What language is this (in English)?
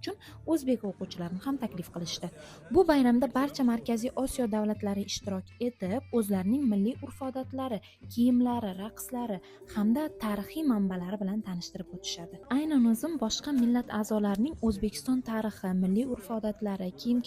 Uzbek